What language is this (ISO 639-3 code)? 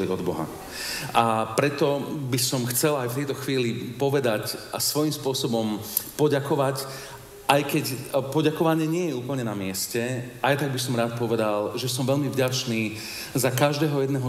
slk